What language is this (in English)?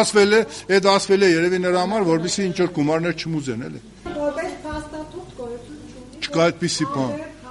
Armenian